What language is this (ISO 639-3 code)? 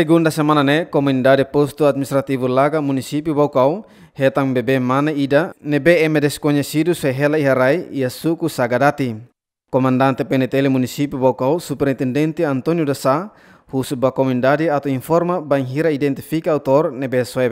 tet